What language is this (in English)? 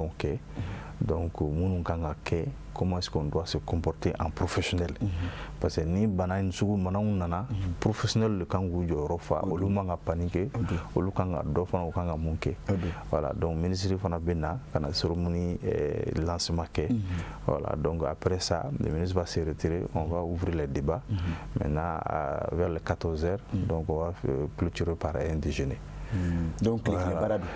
Bambara